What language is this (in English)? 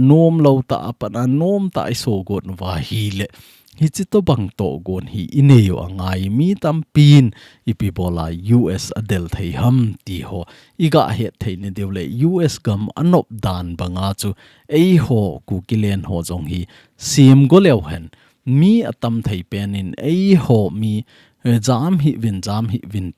Thado Chin